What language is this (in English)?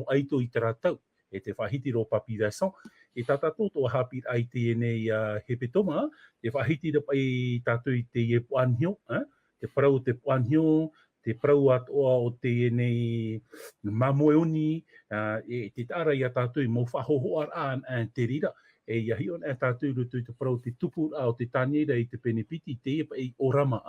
Tahitian